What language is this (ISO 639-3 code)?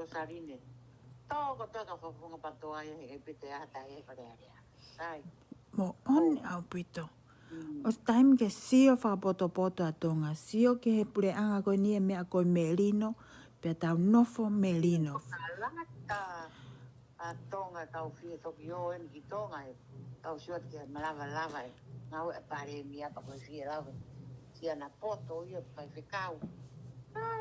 ton